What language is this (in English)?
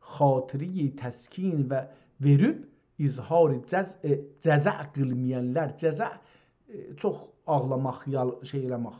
South Azerbaijani